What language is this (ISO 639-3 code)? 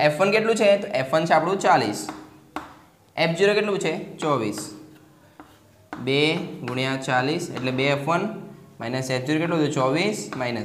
guj